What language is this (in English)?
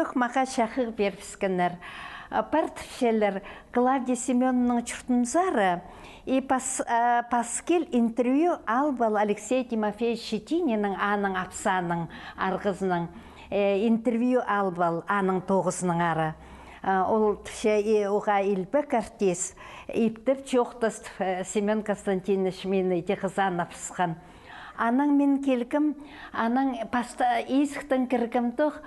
Khakas